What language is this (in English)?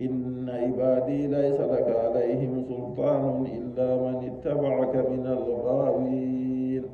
Nigerian Fulfulde